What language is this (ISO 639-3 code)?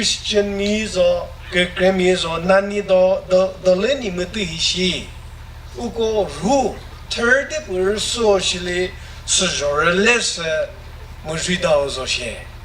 nri